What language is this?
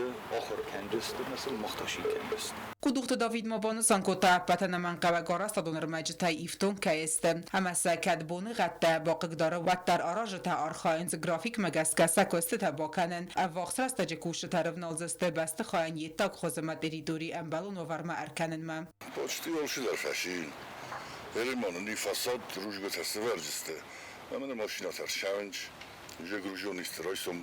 Ossetic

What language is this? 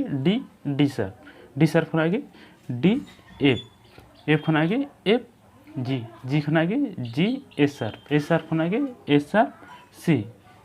Santali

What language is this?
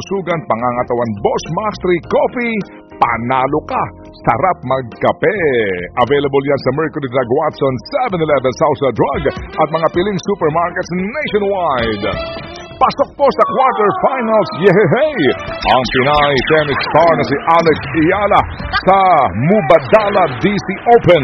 Filipino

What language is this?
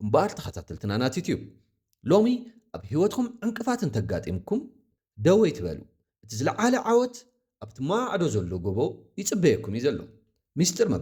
Tigrinya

